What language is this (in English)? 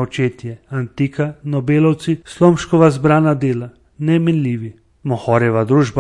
Slovenian